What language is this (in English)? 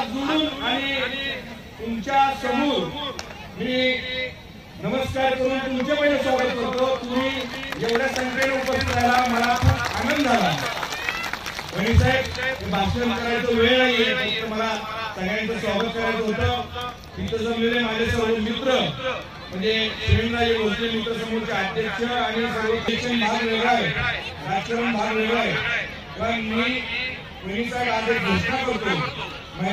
Marathi